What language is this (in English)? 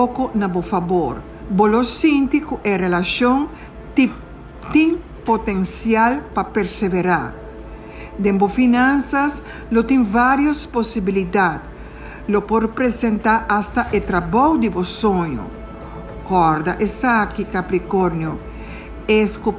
Papiamento